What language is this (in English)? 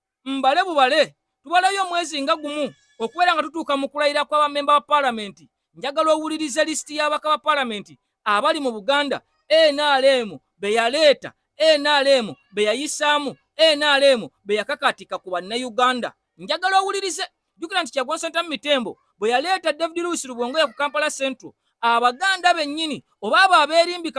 Ganda